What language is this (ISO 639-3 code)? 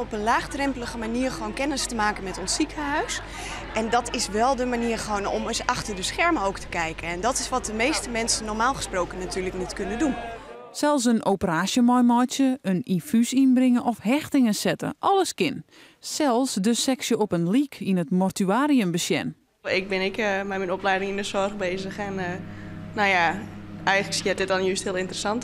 fry